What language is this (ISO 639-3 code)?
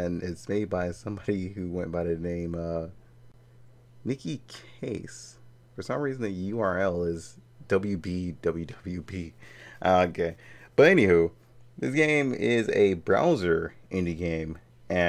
eng